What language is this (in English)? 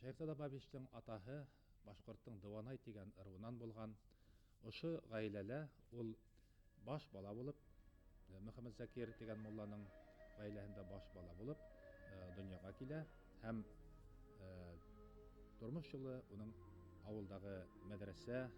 Bashkir